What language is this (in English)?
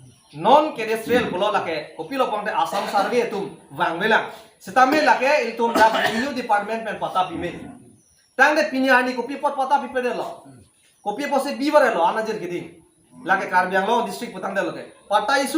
Karbi